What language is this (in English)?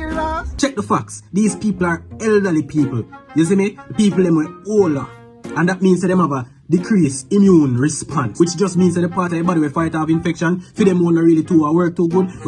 Jamaican Creole English